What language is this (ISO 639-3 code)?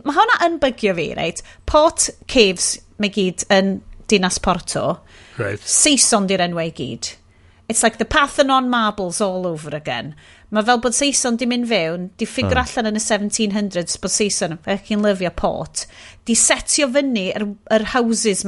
cym